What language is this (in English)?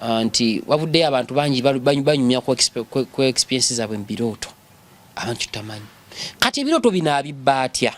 Ganda